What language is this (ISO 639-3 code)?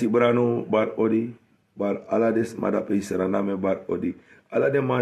srn